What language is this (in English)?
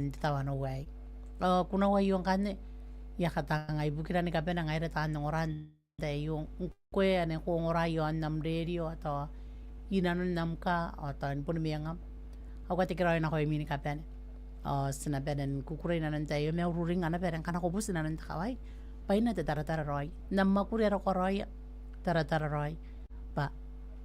Gilbertese